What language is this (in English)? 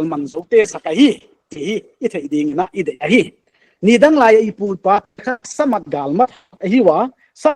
Paite Chin